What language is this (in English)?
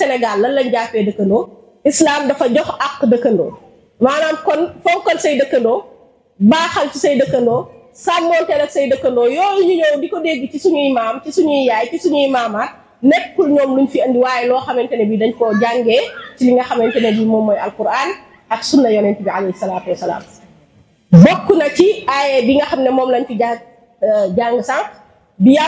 Wolof